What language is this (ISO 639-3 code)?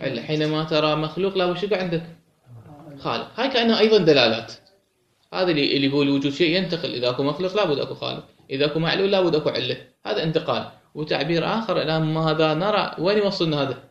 acm